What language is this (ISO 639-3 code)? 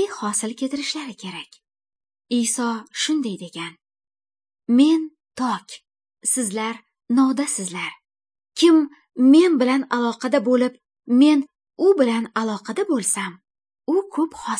uig